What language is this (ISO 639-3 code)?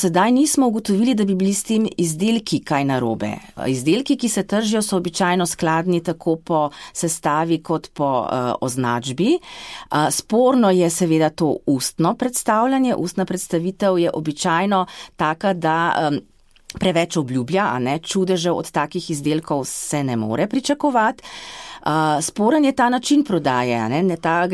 slv